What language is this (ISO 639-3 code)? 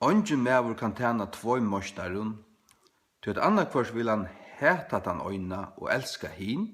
fao